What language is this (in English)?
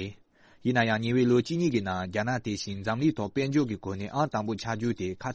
Tibetan